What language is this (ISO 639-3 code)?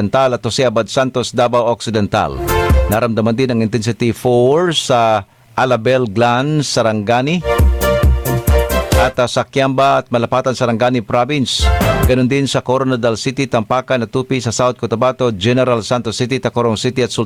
fil